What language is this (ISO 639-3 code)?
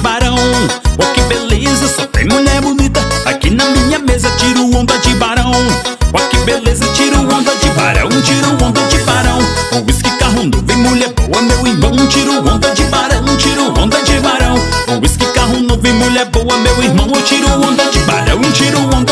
por